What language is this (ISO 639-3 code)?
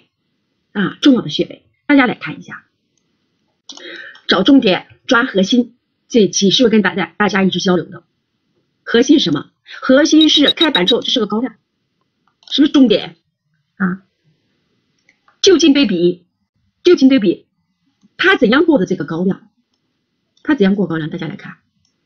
zho